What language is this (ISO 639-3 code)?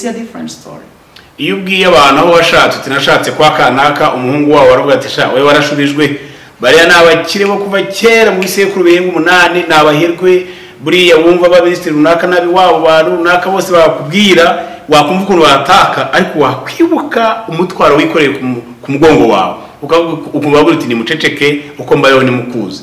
kin